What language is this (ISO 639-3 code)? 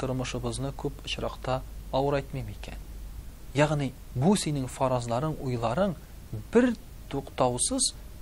tat